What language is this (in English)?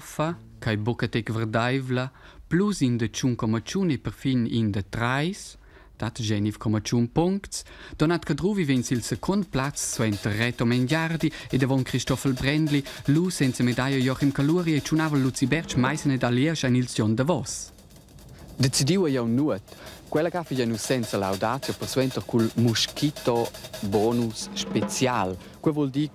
Romansh